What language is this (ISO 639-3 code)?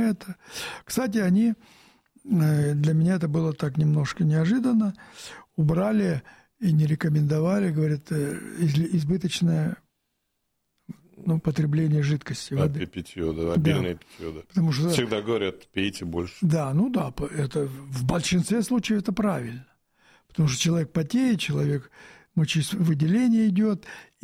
rus